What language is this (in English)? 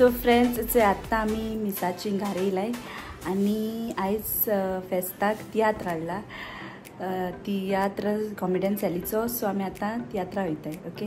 Konkani